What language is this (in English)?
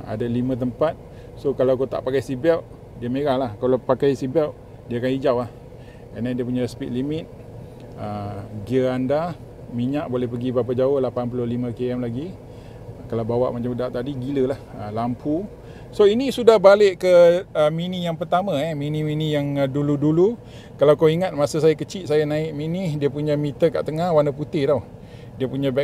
Malay